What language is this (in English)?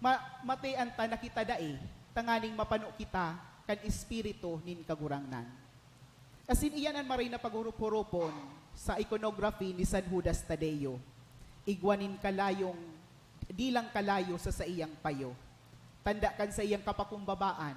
Bikol